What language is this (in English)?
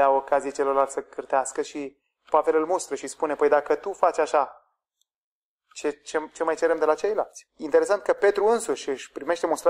Romanian